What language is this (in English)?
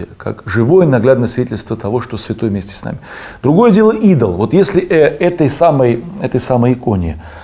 Russian